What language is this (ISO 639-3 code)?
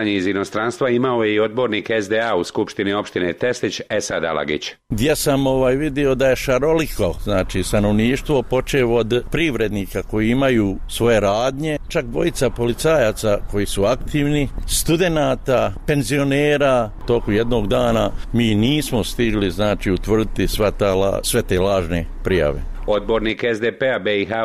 bos